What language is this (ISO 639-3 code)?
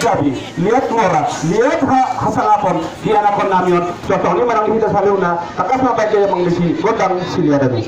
bbc